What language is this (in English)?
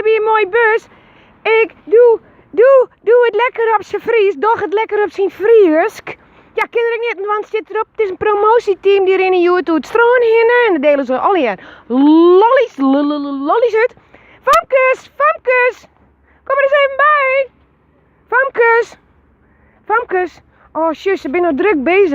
Western Frisian